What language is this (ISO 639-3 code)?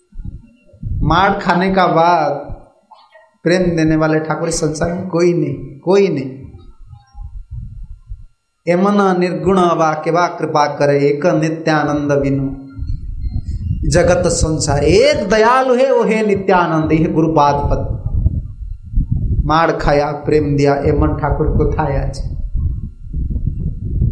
hin